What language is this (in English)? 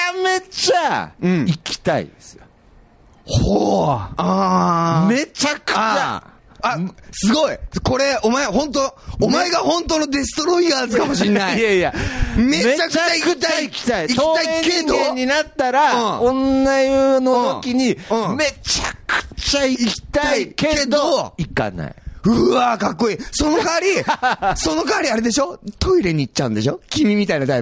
Japanese